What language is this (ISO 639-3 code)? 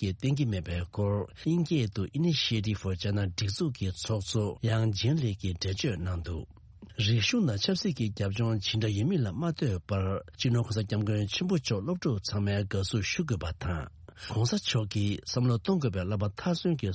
bod